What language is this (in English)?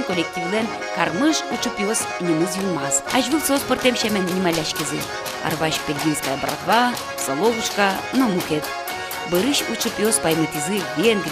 Udmurt